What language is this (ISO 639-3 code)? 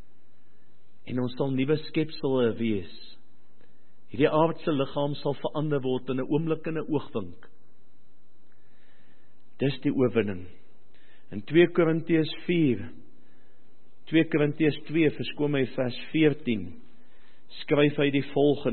afr